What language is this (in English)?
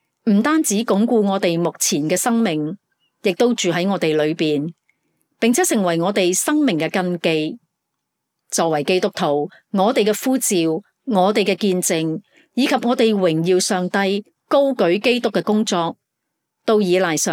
Cantonese